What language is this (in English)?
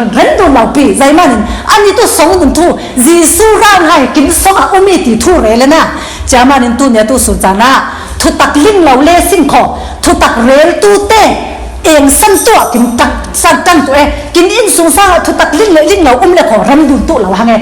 Falam Chin